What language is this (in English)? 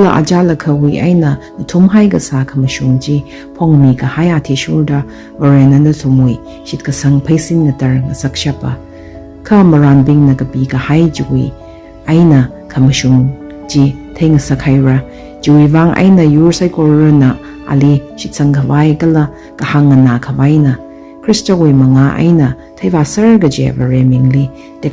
Tangkhul Naga (India)